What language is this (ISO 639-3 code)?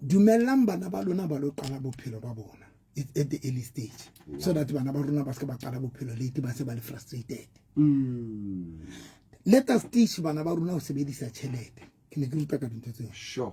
sot